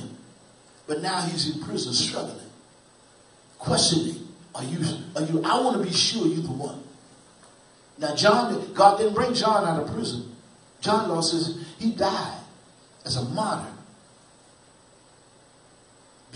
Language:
English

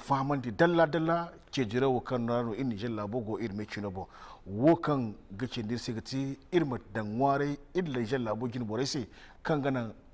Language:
Zarma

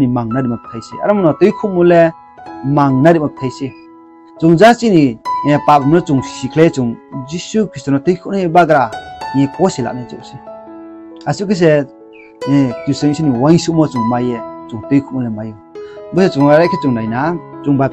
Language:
Riang (India)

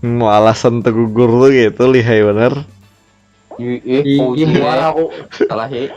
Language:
Banjar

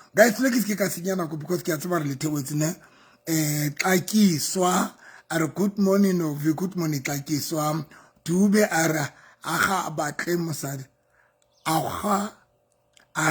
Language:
Southern Sotho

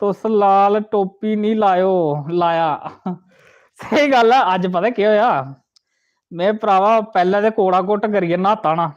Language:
Dogri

